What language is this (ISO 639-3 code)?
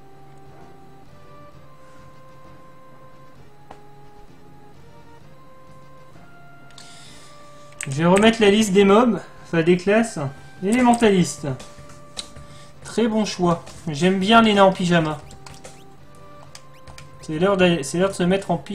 fra